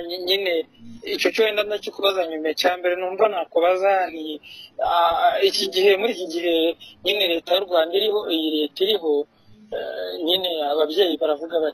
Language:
Kinyarwanda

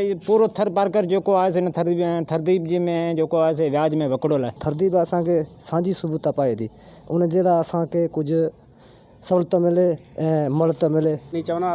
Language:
Sindhi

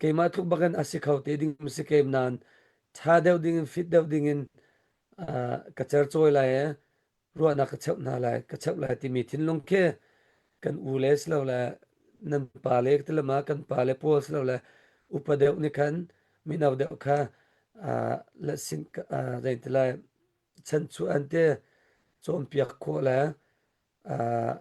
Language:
Hakha Chin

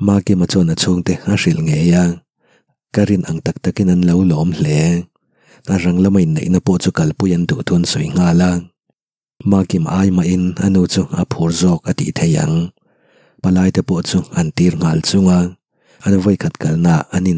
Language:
Mizo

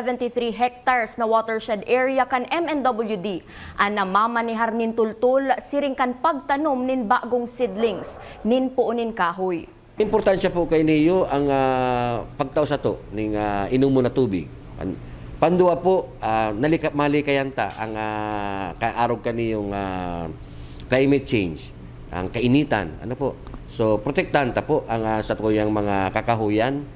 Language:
Bikol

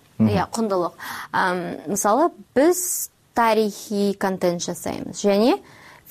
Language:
Kyrgyz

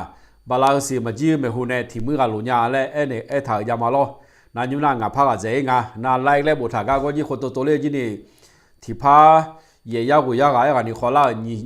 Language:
Akha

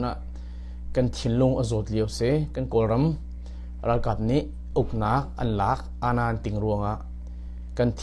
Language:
Hakha Chin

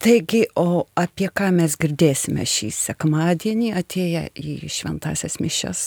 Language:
Lithuanian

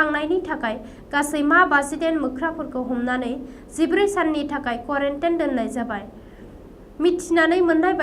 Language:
Bodo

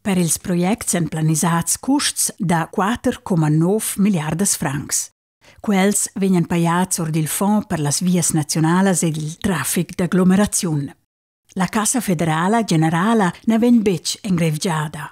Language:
Romansh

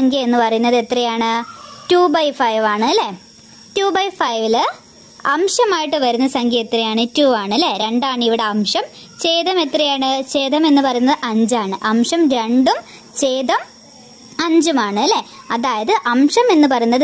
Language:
Malayalam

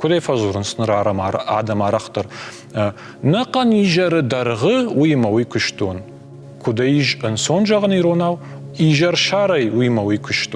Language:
Ossetic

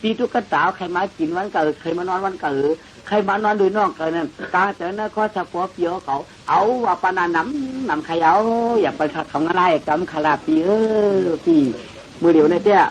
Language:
Shan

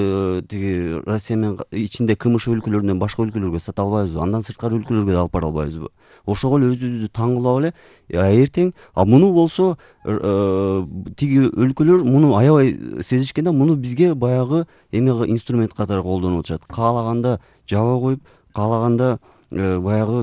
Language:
Kyrgyz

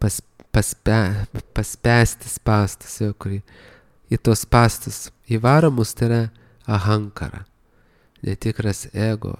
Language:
Lithuanian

